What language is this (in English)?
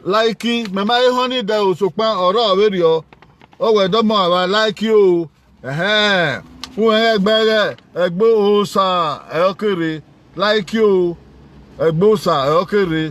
Bini